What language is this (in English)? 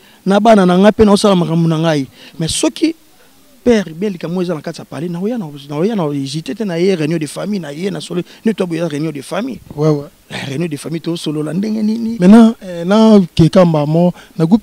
Lingala